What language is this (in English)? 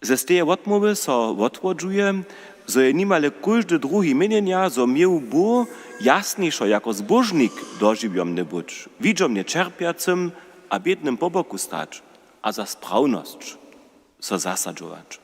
Upper Sorbian